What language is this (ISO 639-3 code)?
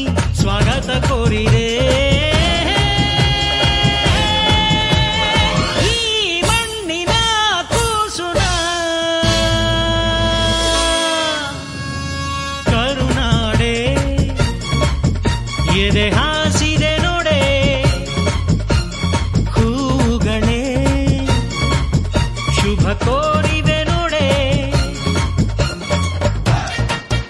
kan